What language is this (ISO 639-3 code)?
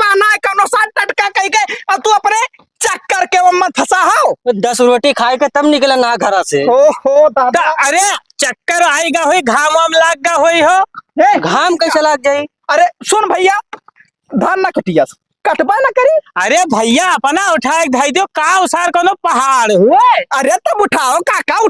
awa